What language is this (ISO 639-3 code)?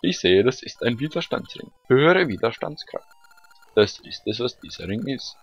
gsw